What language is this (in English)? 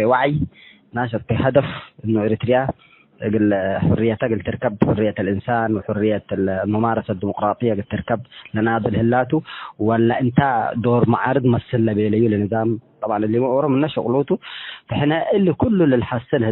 Tigre